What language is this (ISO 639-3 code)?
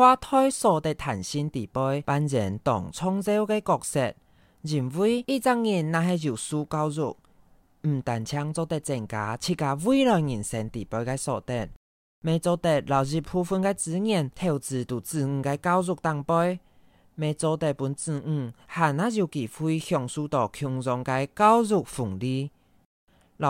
hak